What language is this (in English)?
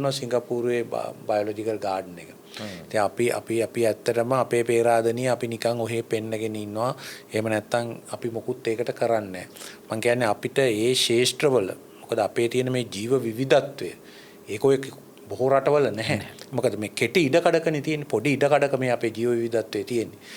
Sinhala